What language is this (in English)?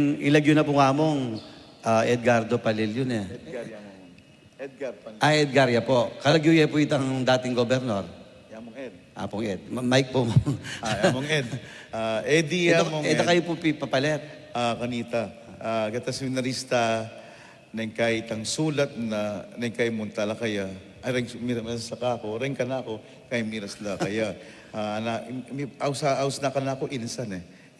Pampanga